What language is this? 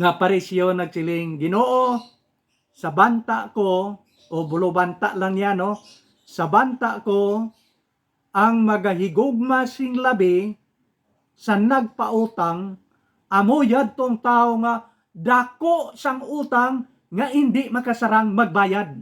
Hiligaynon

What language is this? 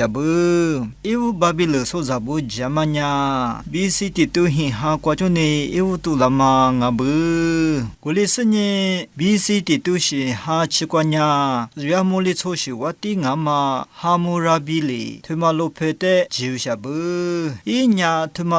Lisu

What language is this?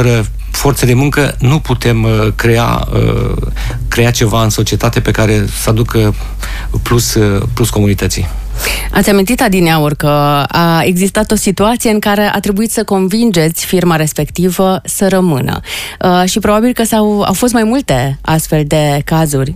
Romanian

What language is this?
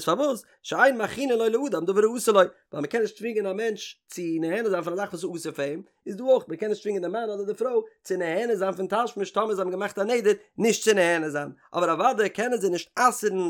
Yiddish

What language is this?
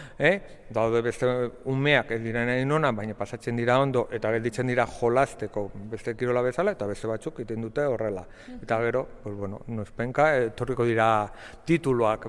Basque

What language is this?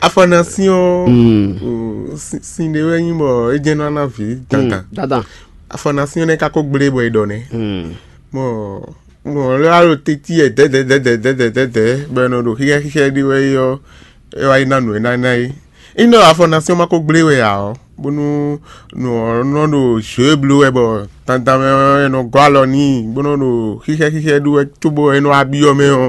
Fon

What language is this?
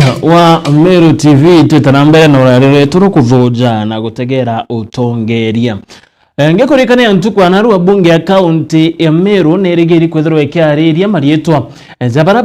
Meru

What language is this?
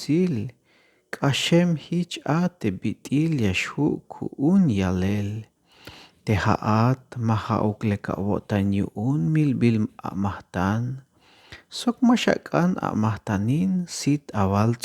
Tzeltal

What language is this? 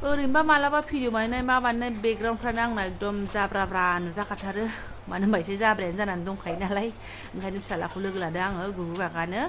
Bodo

